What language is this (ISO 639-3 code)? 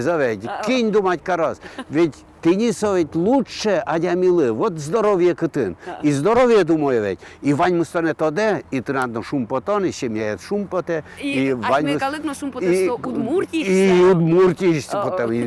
udm